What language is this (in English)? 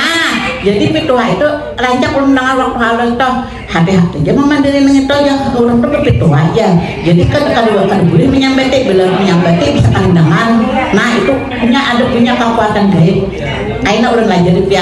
Banjar